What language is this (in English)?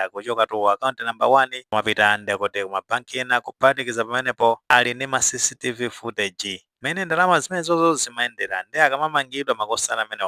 Nyanja